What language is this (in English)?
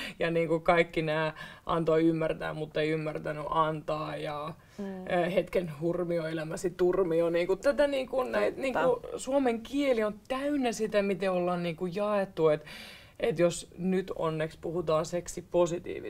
Finnish